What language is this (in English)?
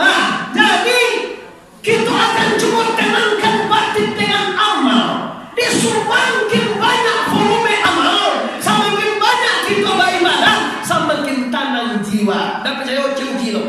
Minangkabau